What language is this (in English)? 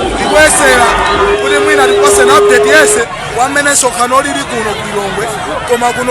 Nyanja